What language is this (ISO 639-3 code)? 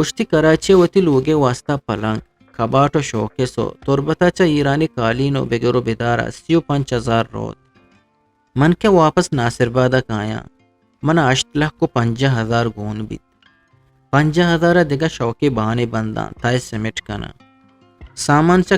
bgp